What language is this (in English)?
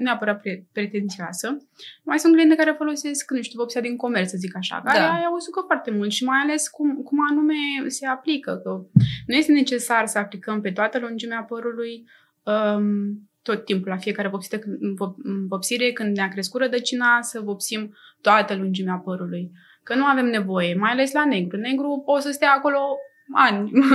Romanian